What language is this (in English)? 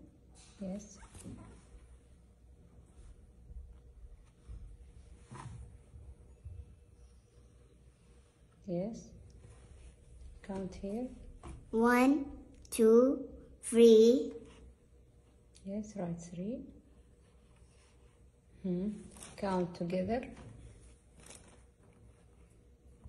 English